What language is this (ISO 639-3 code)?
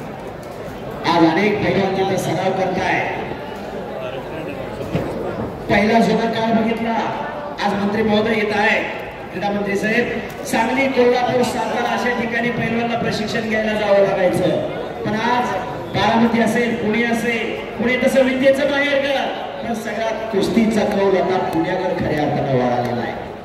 mar